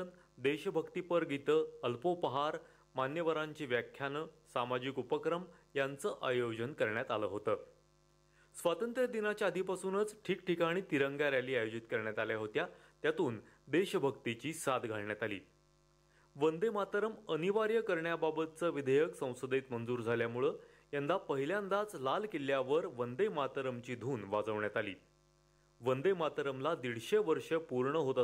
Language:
Marathi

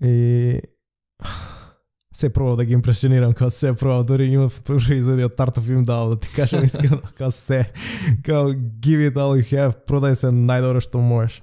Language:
Macedonian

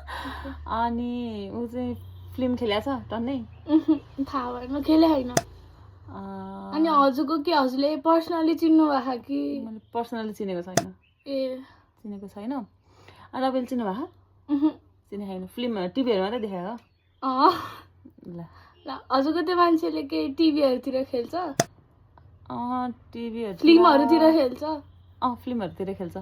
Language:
Nepali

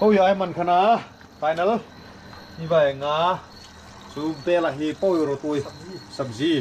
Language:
Hmar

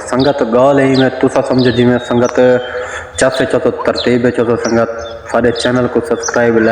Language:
Saraiki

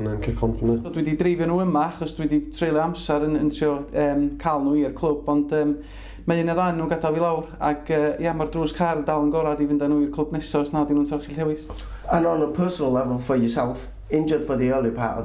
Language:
Welsh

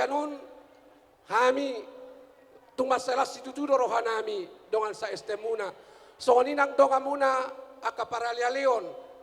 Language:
Batak Toba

